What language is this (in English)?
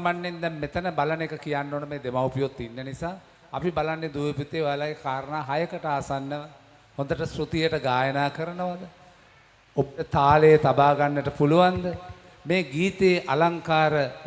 Sinhala